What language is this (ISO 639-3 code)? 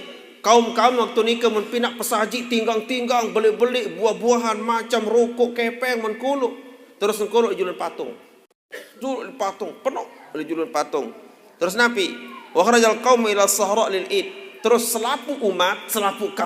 sas